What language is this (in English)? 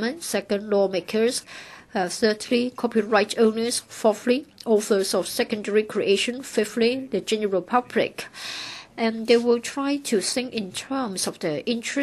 English